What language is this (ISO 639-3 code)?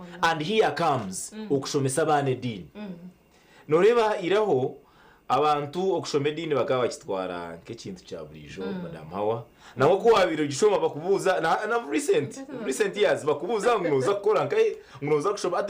nyn